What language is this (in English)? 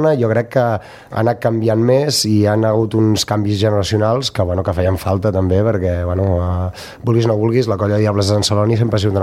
Catalan